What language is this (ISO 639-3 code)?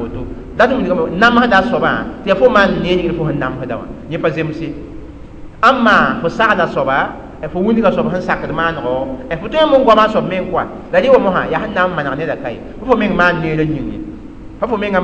mos